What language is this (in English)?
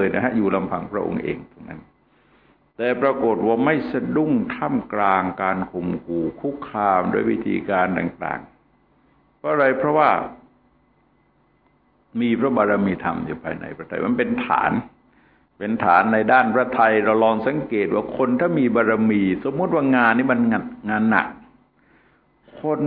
Thai